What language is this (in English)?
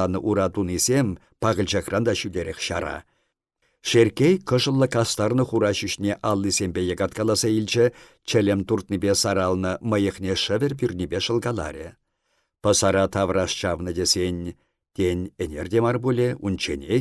Chuvash